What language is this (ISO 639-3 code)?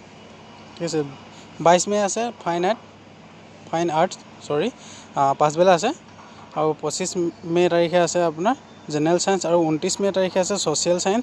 asm